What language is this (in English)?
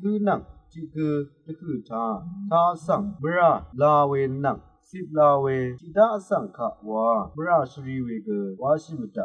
Rawang